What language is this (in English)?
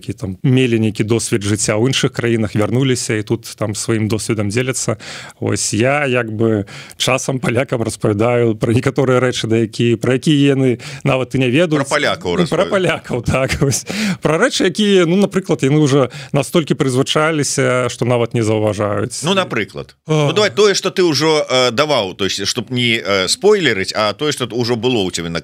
Belarusian